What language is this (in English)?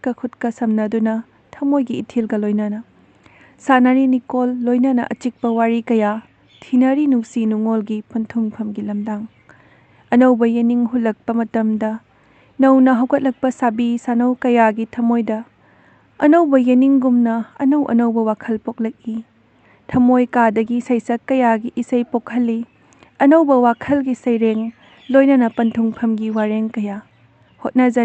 Manipuri